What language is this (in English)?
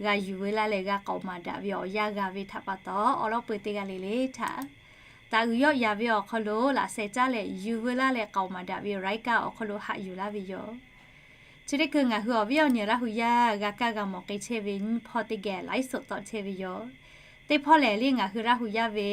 Lahu